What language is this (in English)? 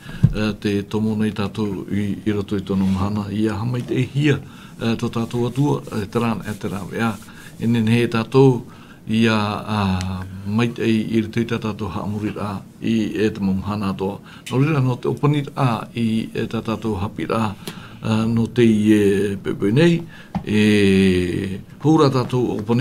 Tahitian